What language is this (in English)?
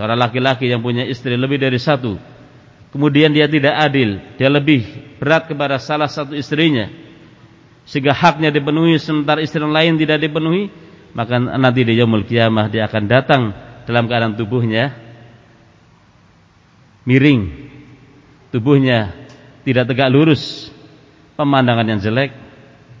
Indonesian